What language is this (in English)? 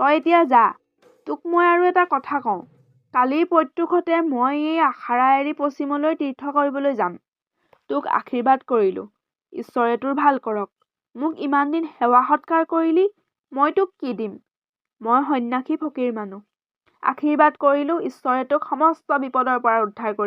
Assamese